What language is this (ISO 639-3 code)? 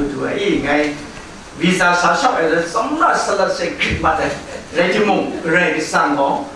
kac